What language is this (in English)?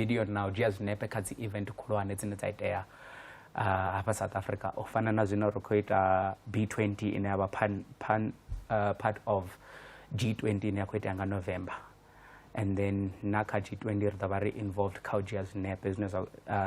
Venda